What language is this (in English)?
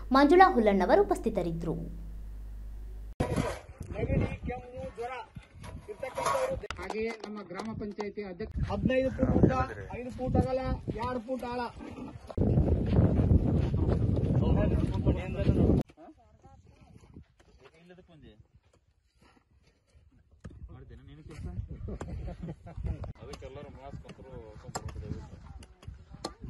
Kannada